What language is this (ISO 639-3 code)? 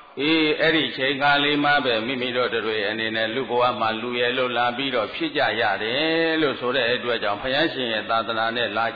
mya